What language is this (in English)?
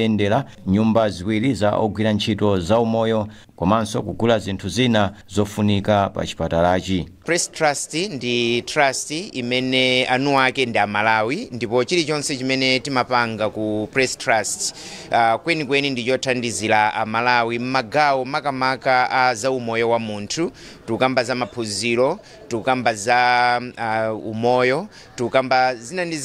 Nyanja